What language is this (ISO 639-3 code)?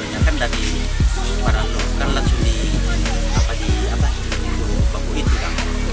xmm